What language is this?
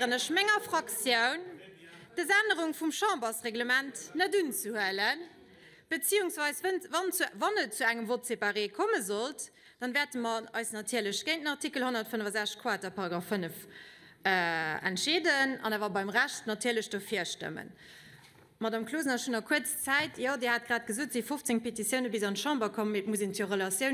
Luxembourgish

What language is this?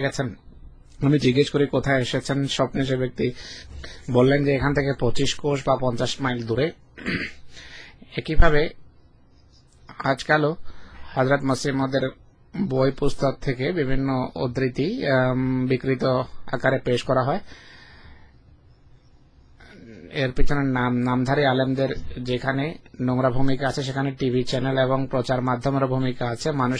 Bangla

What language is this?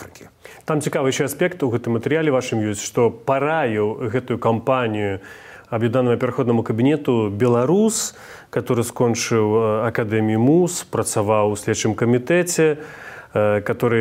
Belarusian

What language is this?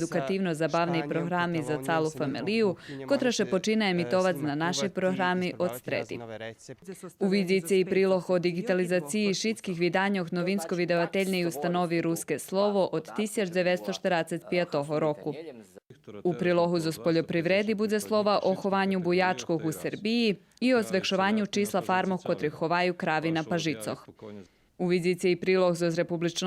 Rusyn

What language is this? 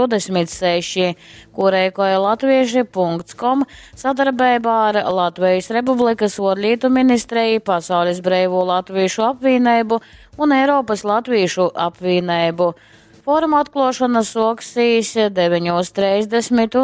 Latgalian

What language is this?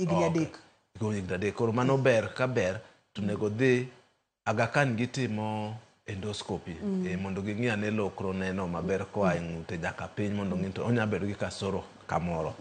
Luo (Kenya and Tanzania)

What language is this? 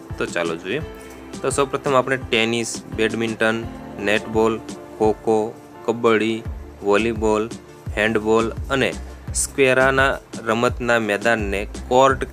Gujarati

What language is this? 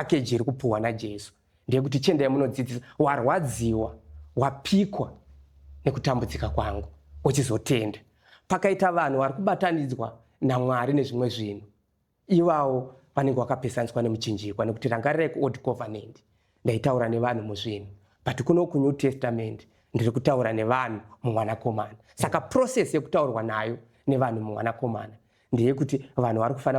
Shona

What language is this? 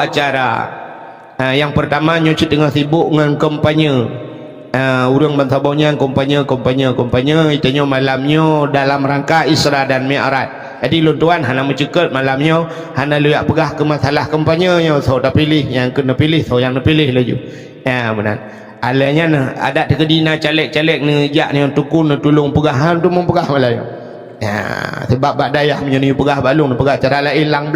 Achinese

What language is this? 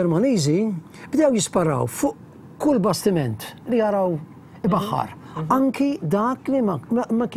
Maltese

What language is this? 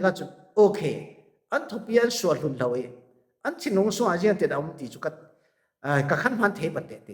Falam Chin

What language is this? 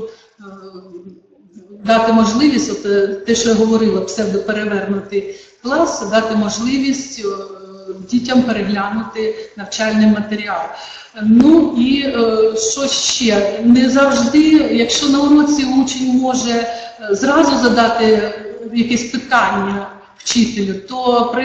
Ukrainian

